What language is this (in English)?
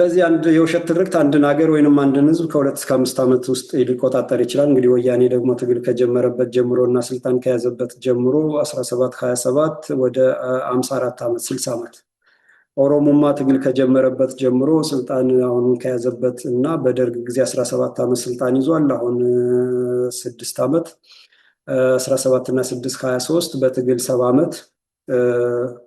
Amharic